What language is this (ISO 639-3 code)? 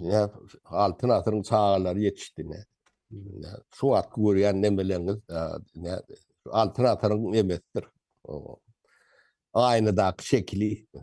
tuk